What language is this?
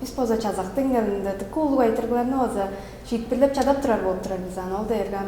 Tuvinian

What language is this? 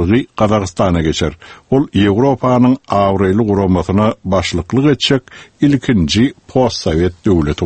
Turkmen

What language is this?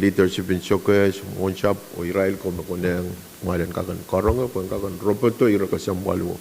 Pohnpeian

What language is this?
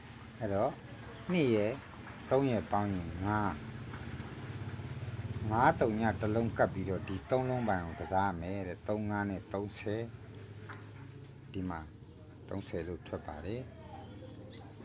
Burmese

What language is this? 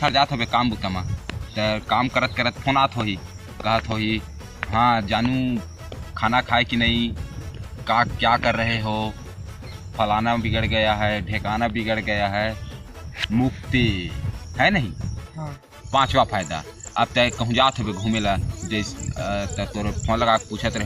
Chhattisgarhi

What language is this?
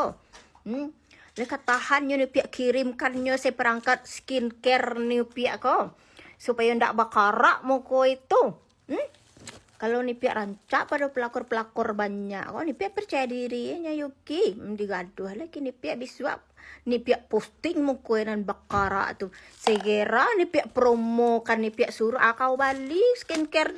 Minangkabau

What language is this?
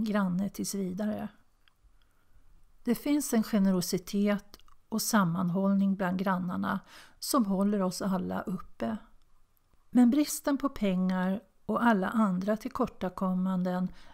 Swedish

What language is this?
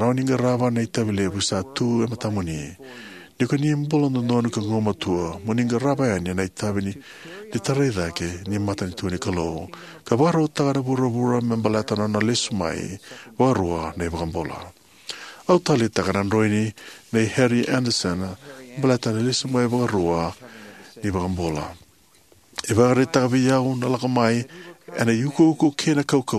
Fijian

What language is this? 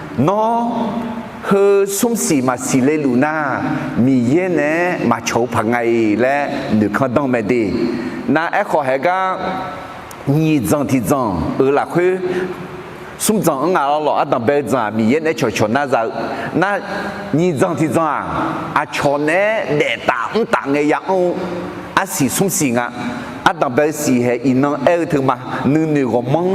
Akha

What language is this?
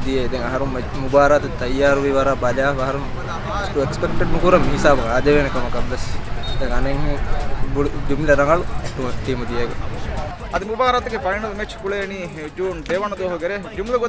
Divehi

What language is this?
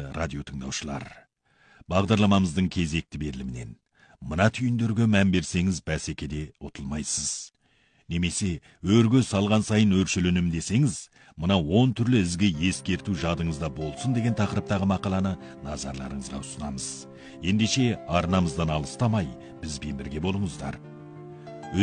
Kazakh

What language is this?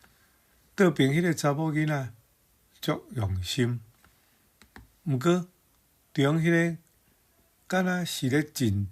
Min Nan Chinese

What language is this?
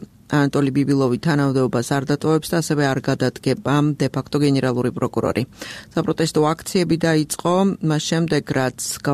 Georgian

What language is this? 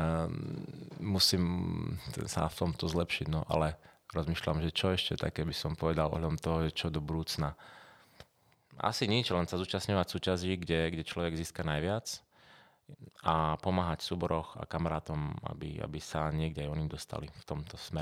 Slovak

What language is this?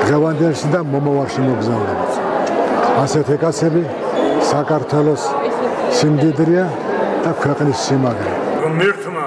Georgian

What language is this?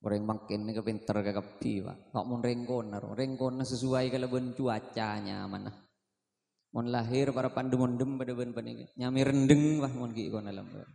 Madurese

